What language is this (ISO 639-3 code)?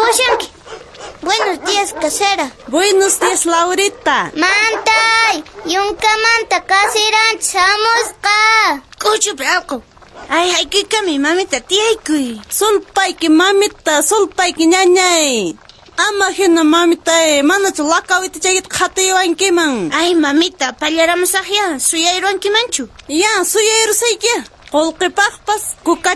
que